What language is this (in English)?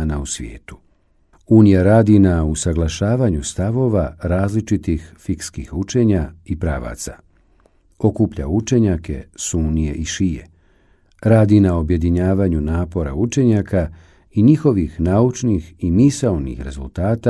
Bosnian